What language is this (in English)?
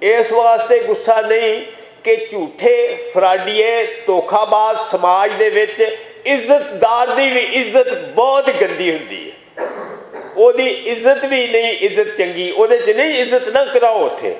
Western Panjabi